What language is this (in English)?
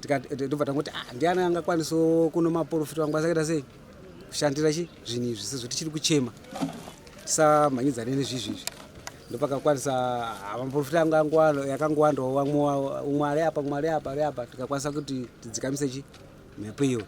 Shona